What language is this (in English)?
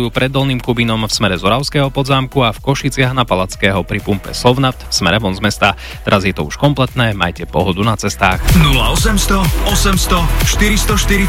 Slovak